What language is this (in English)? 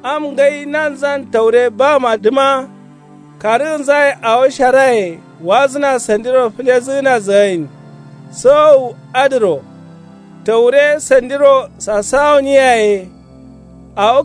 Kanuri